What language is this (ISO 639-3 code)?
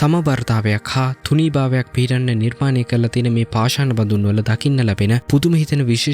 sin